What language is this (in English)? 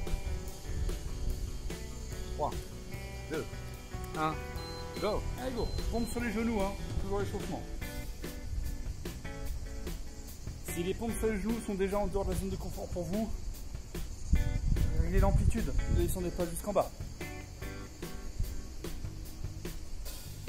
French